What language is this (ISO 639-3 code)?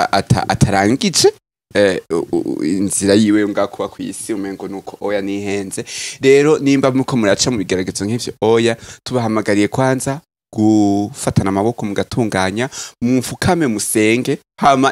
run